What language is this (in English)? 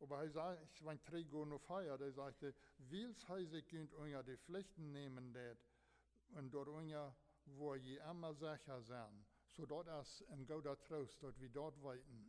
Plautdietsch